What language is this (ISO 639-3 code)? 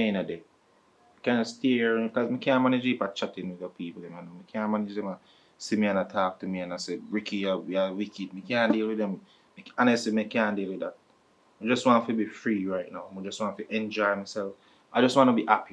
jam